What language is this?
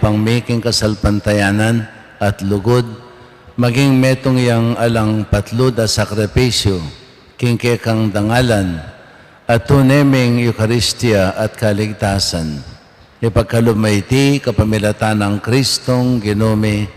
Pampanga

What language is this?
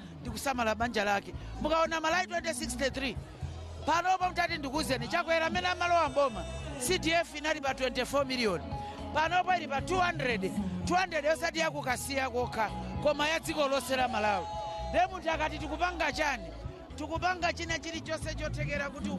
Nyanja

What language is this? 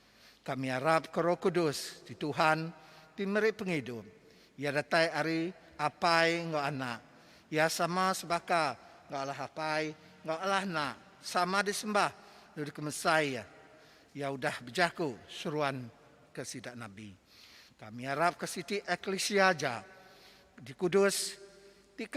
Iban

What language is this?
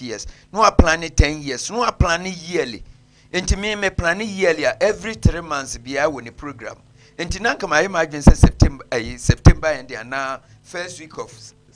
Akan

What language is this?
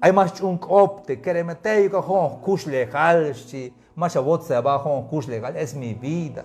Tzeltal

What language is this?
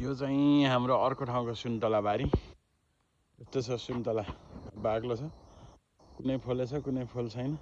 Nepali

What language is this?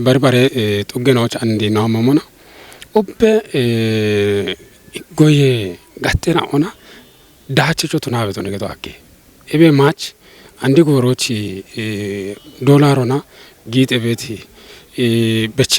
Kafa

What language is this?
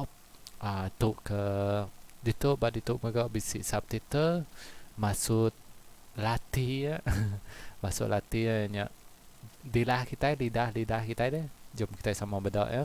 Iban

